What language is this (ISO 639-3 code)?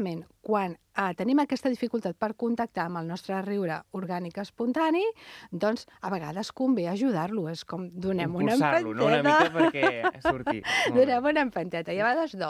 cat